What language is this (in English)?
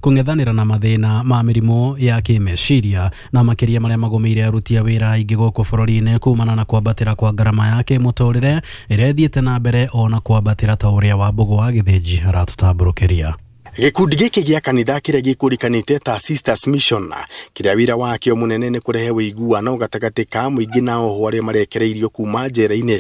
Kikuyu